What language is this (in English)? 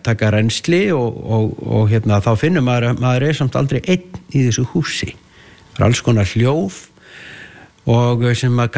Icelandic